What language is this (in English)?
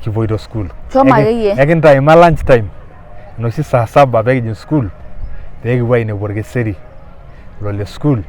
Masai